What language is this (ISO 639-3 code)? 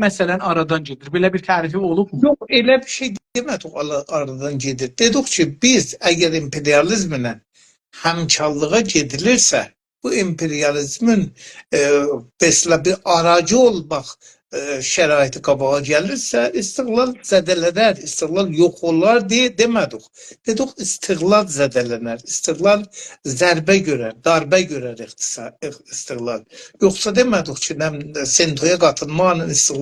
azb